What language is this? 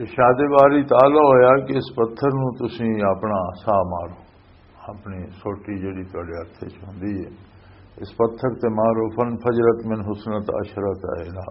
Western Panjabi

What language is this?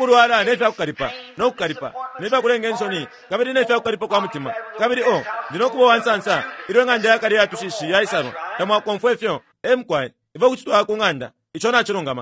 Bemba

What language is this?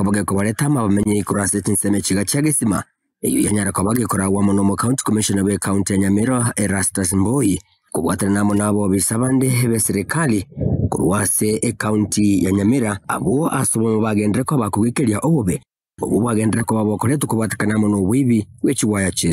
Gusii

